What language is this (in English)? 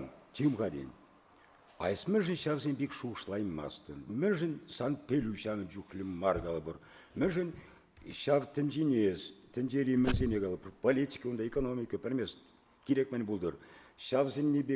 Chuvash